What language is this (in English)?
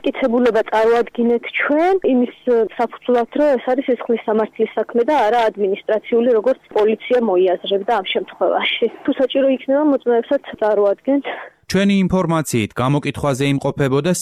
Georgian